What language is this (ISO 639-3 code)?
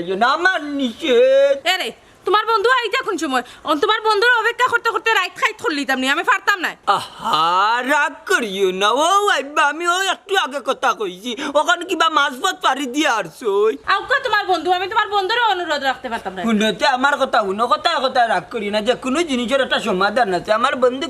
syl